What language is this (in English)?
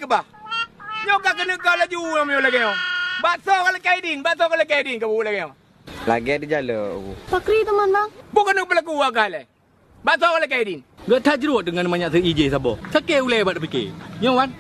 Achinese